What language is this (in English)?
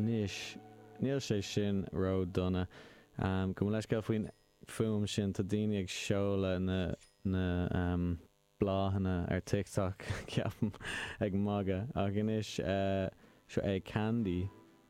Irish